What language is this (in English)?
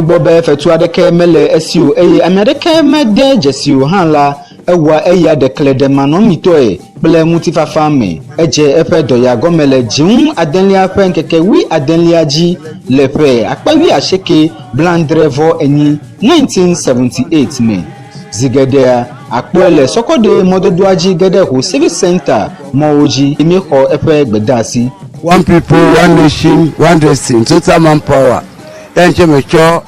Ewe